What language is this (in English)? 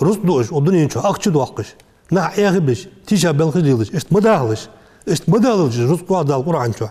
Ingush